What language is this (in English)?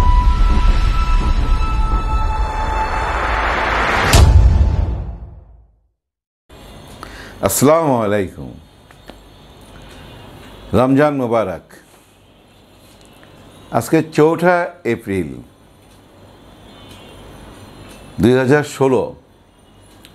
Bangla